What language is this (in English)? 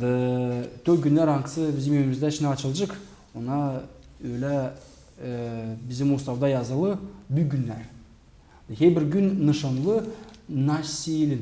Gagauz